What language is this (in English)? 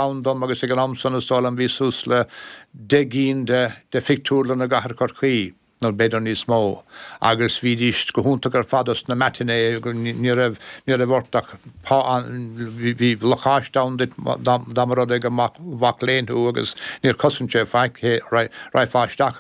Irish